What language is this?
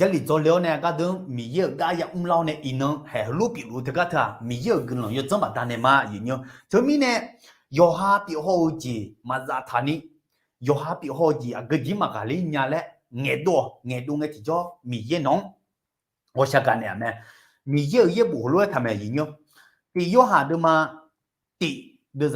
Akha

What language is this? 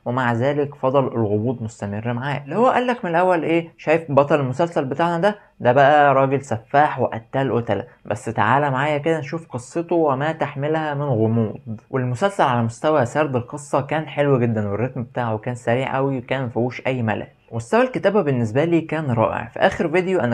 Egyptian Arabic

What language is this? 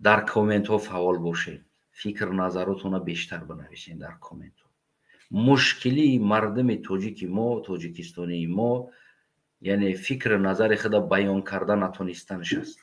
Tajik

